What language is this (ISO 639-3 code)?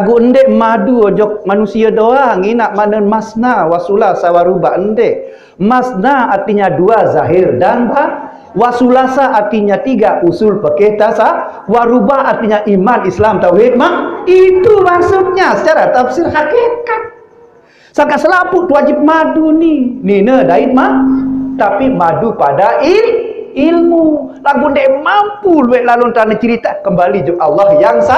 sas